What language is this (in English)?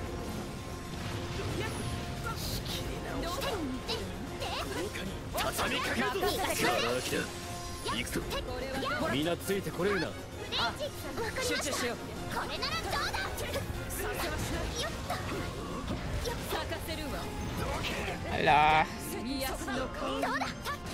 Japanese